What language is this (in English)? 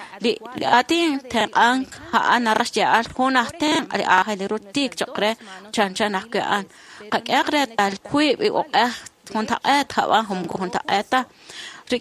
Kekchí